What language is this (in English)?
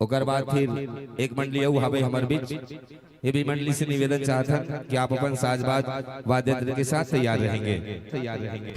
Chhattisgarhi